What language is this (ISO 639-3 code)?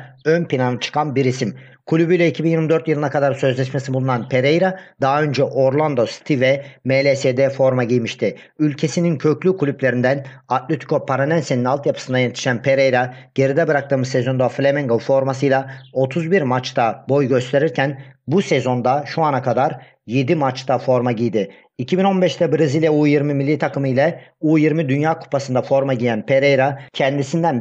tur